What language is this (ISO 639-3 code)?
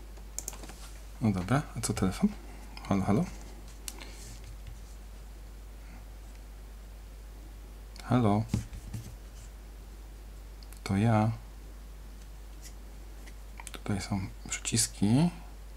pol